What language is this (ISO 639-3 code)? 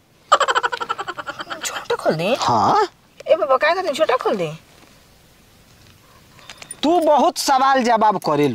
bho